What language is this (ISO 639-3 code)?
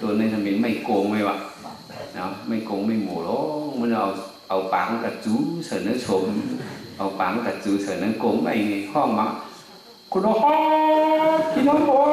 shn